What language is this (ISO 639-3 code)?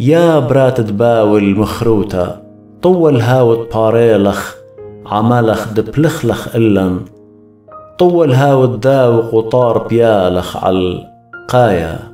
aii